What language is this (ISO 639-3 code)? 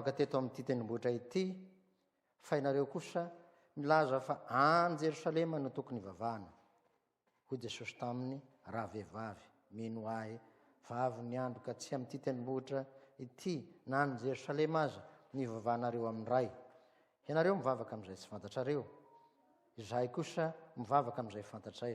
mlg